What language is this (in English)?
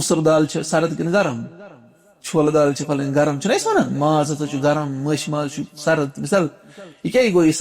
Kashmiri